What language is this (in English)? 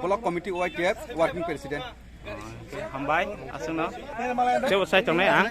Kok Borok